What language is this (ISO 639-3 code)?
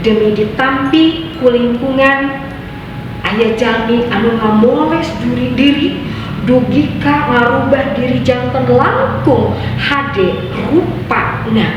sun